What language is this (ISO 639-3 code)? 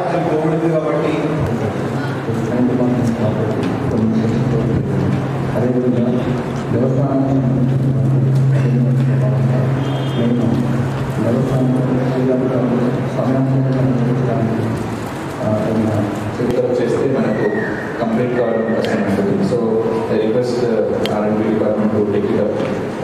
tel